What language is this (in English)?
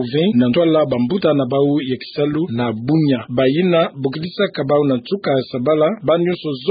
Kituba (Democratic Republic of Congo)